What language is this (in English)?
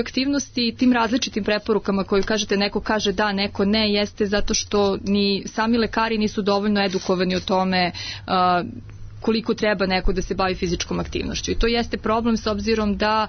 Serbian